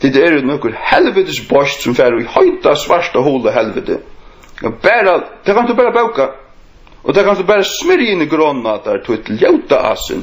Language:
Faroese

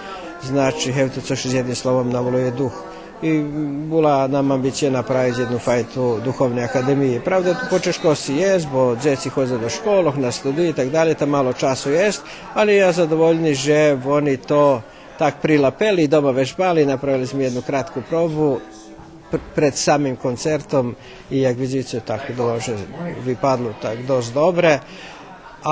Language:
Rusyn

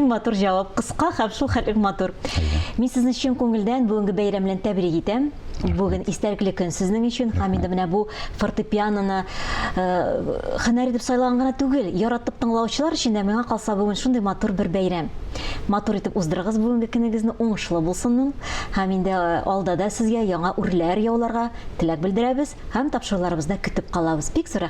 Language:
Tatar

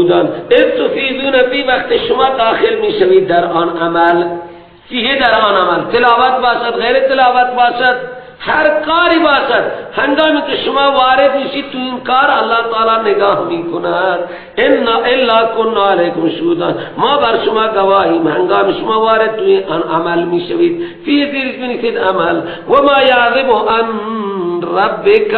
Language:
Persian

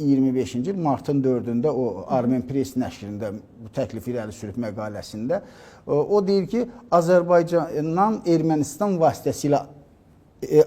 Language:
Azerbaijani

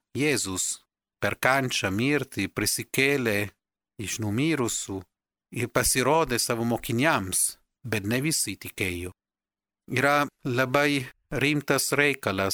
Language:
Lithuanian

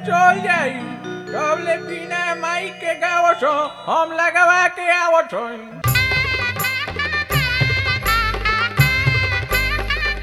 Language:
Bhojpuri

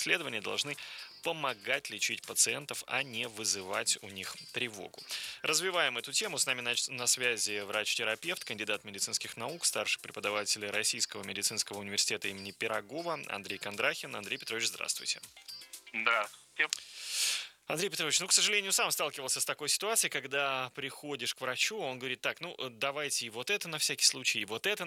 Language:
Russian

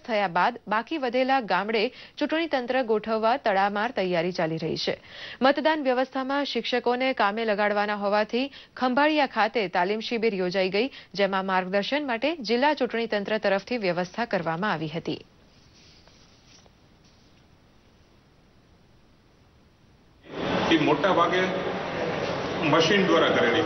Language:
Gujarati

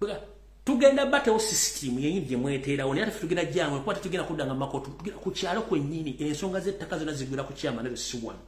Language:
Ganda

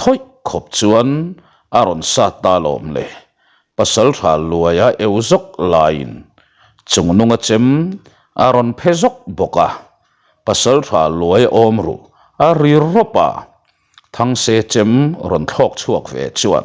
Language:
Mizo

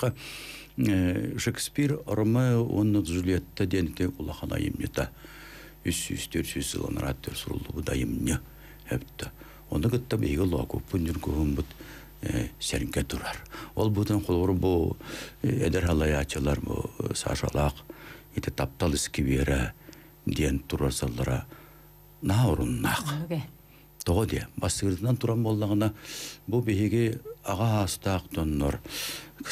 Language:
Yakut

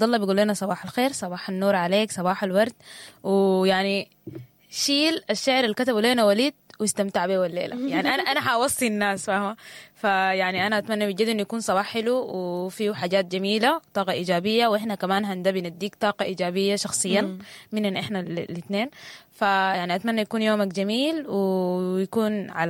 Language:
Sudanese Arabic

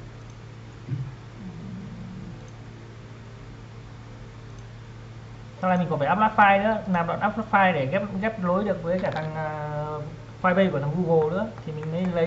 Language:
Vietnamese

